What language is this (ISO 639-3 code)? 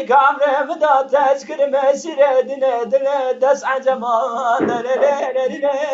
kur